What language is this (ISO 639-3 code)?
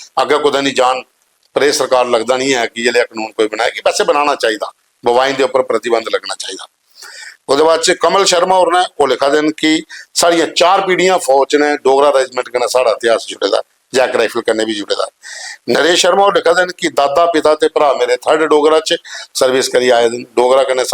doi